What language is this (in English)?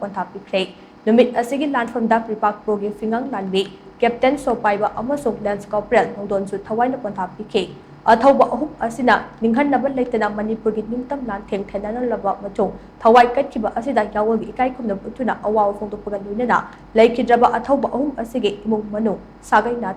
Manipuri